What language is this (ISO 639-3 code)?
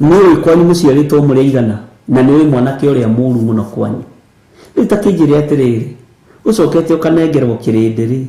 kik